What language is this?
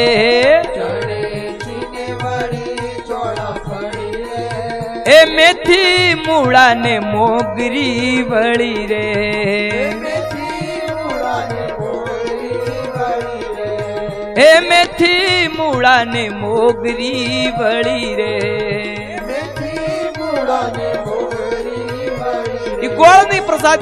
Gujarati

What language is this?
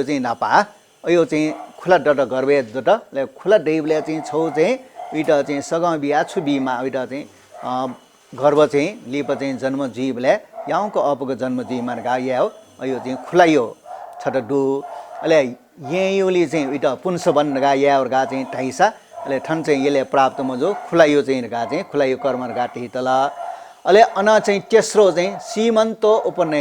Newari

